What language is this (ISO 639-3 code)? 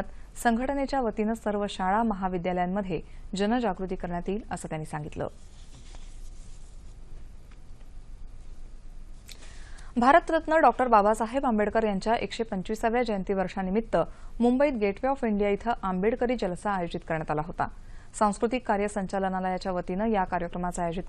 mar